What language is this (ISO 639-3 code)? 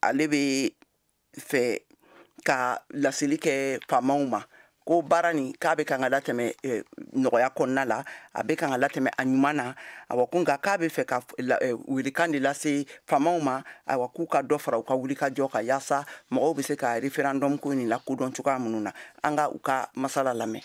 bam